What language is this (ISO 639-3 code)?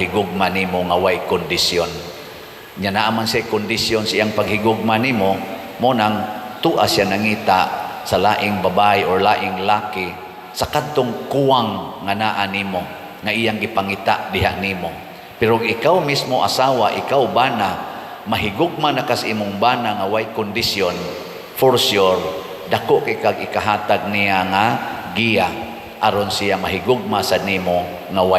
ceb